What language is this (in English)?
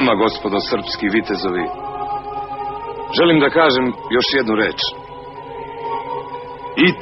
Serbian